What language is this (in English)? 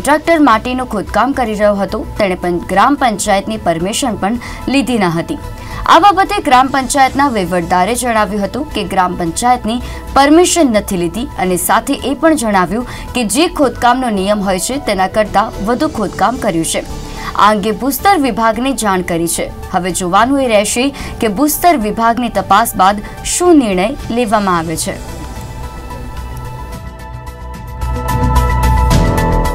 Gujarati